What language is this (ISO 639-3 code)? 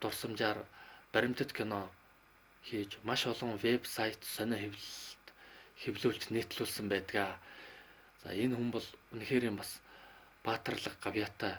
mon